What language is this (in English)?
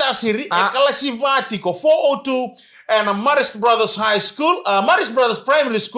Fijian